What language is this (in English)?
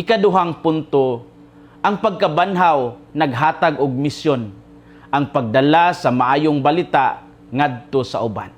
Cebuano